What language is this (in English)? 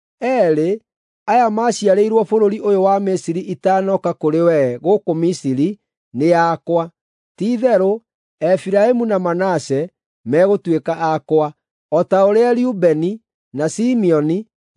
Kikuyu